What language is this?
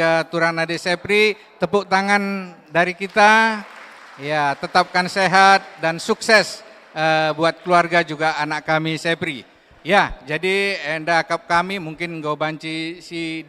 Batak Karo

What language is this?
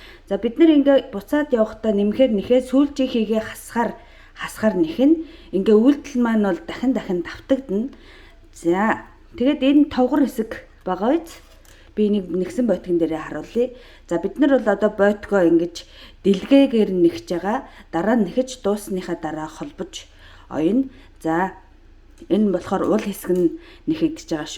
Mongolian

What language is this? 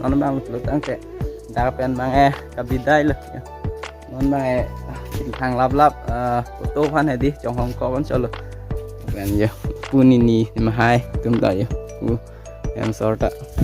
Karbi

